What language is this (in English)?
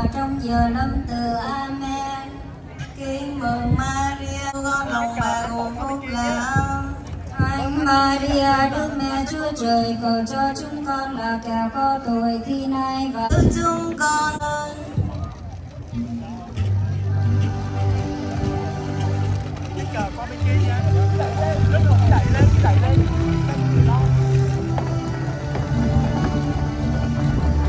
Vietnamese